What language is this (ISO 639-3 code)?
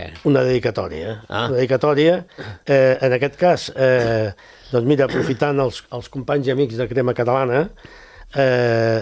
cat